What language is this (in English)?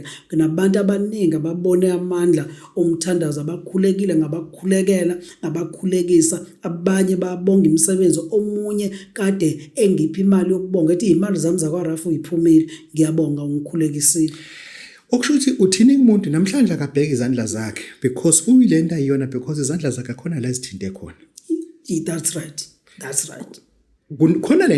Zulu